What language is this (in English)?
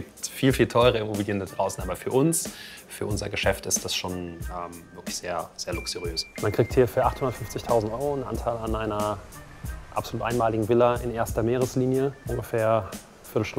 German